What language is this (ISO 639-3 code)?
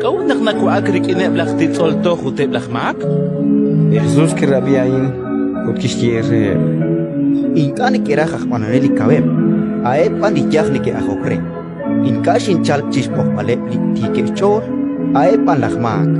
kek